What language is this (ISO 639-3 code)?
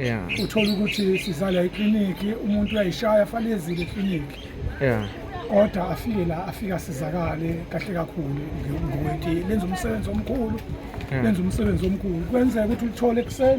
zul